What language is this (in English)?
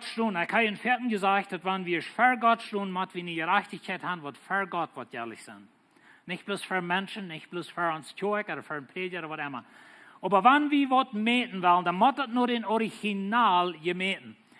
Plautdietsch